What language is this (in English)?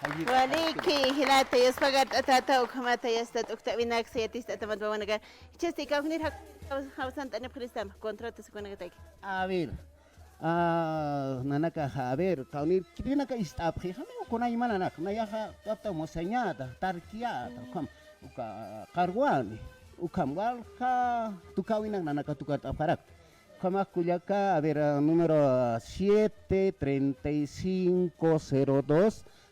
Aymara